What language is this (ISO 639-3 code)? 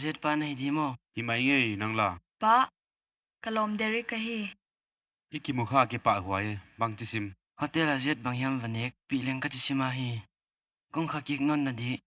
pck